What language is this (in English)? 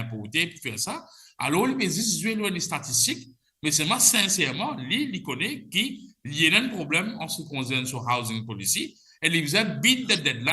Morisyen